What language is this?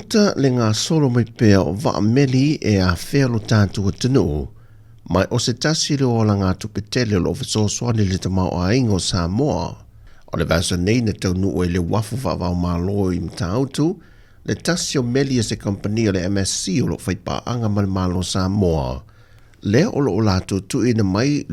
Samoan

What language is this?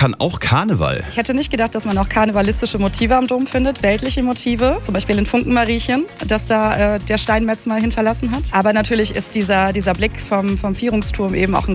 German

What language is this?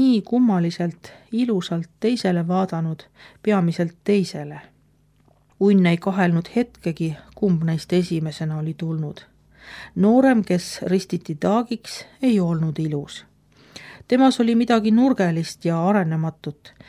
Estonian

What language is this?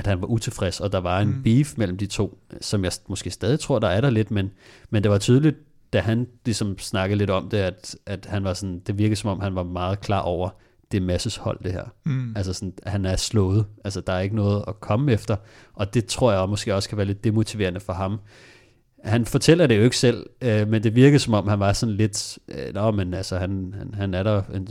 Danish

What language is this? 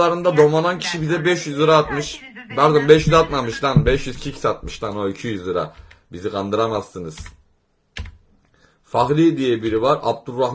Turkish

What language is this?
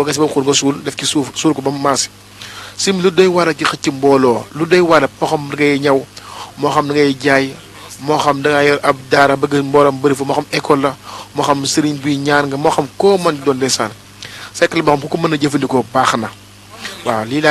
Wolof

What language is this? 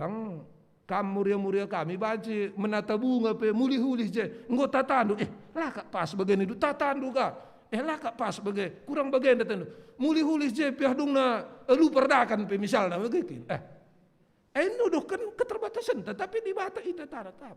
Batak Karo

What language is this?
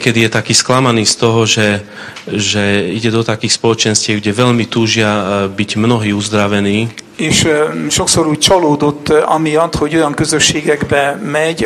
Slovak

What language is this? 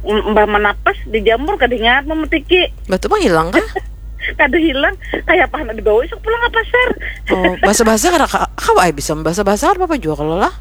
Banjar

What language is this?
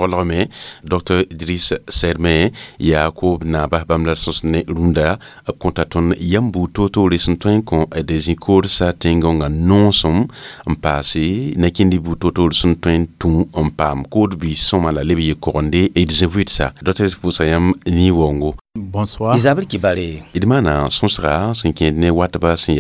Mossi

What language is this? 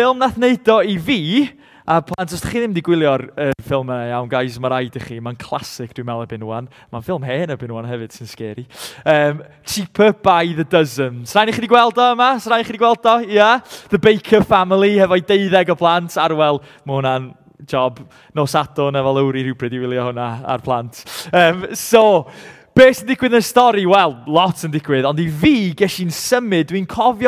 Welsh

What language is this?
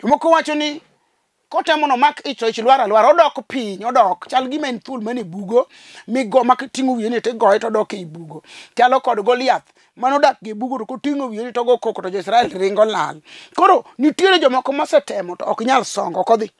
Luo (Kenya and Tanzania)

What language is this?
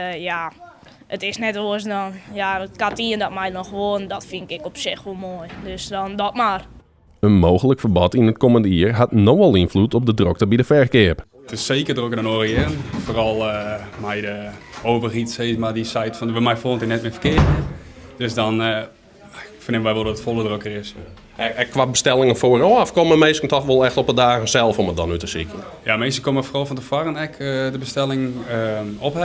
Western Frisian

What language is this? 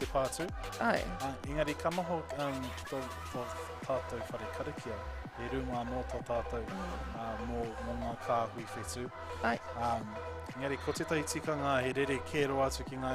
Māori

